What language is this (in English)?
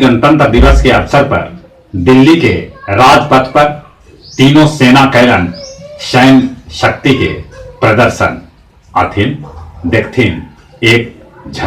Magahi